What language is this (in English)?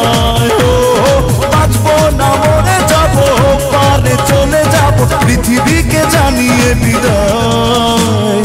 Bangla